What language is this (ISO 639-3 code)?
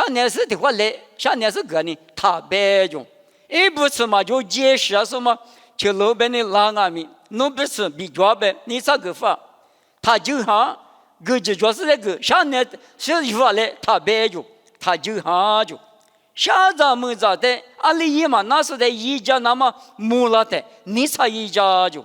lis